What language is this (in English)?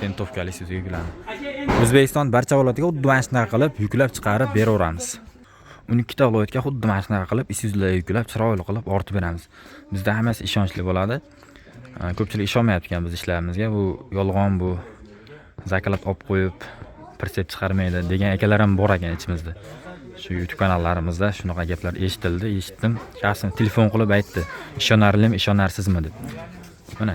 Uzbek